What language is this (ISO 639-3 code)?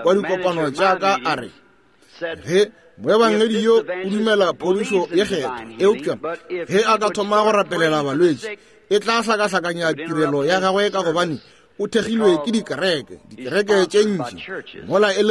nso